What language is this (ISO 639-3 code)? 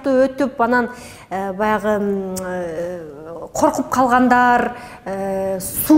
kir